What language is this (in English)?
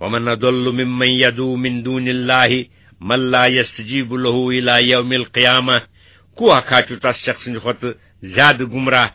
Kashmiri